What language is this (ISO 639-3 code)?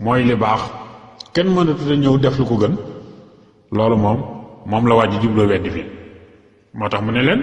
wol